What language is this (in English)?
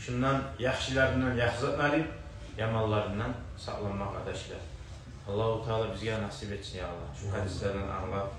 Kumyk